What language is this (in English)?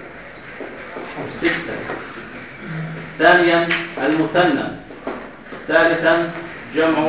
Arabic